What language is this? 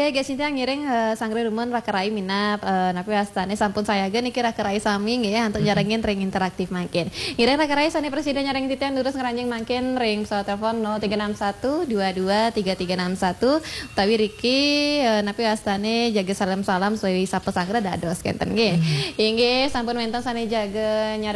Balinese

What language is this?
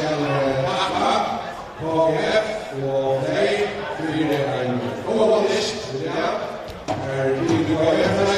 Faroese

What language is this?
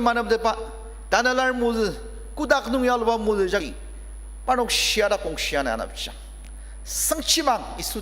Ao Naga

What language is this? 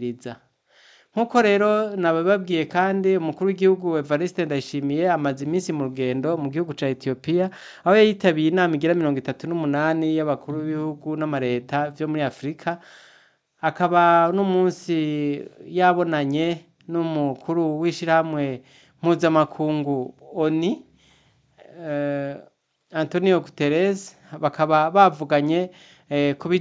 Rundi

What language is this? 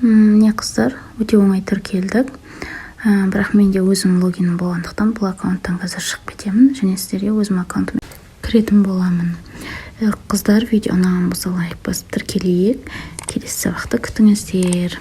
Kazakh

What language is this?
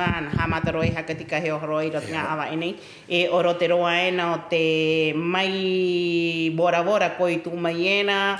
Rapanui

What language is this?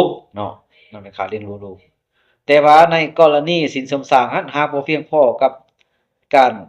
Lao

